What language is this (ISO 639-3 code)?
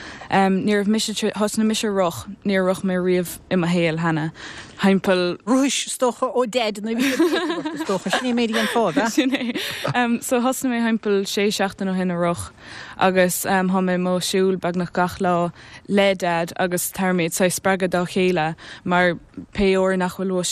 gle